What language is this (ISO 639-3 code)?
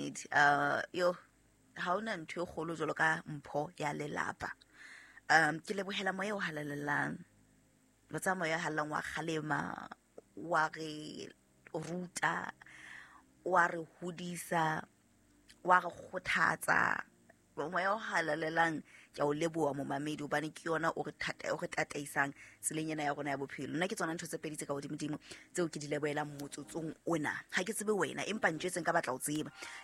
sot